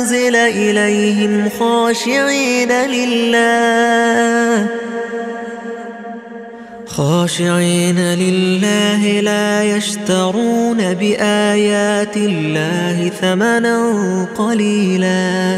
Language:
Arabic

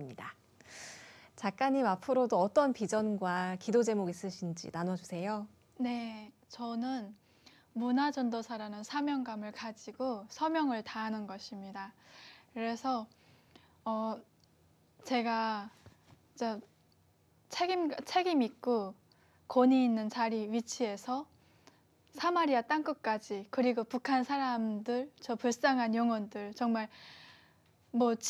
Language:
Korean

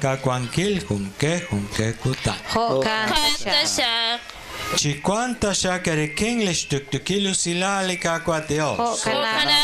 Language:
Kekchí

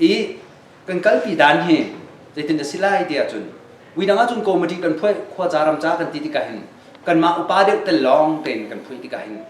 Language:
Hakha Chin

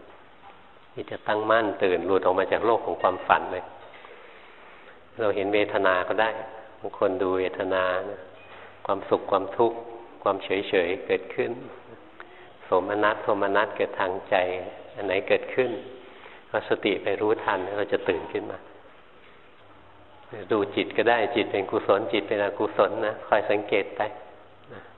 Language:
Thai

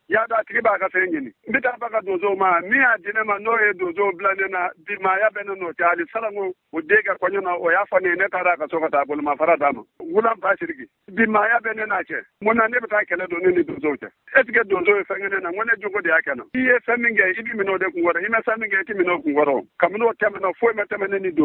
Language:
Bambara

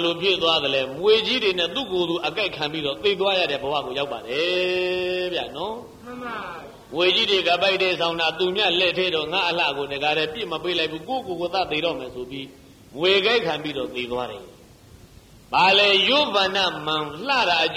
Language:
Burmese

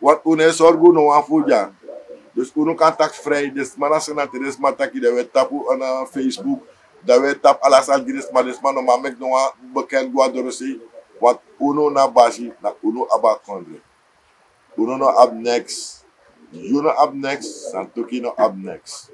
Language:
Sranan Tongo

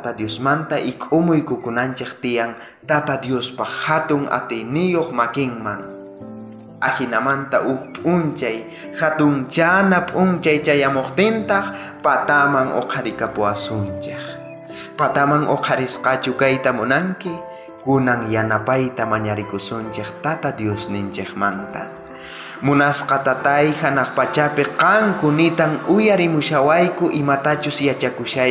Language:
South Bolivian Quechua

